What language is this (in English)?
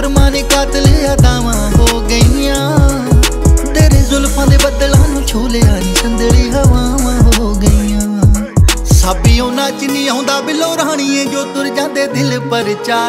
Punjabi